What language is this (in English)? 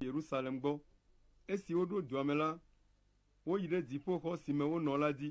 Ewe